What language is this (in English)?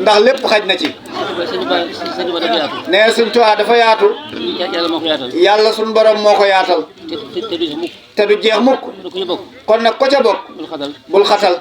Wolof